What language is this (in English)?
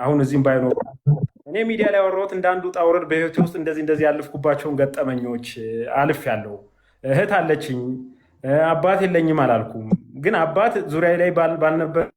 Amharic